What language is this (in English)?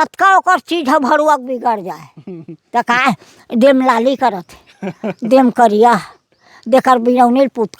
Chhattisgarhi